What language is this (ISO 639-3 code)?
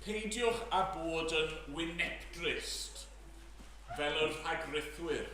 cym